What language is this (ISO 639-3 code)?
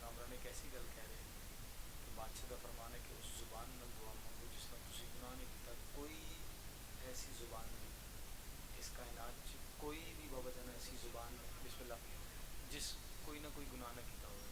phr